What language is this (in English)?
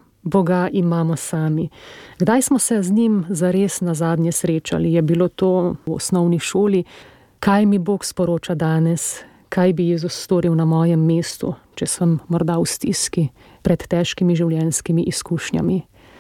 Slovenian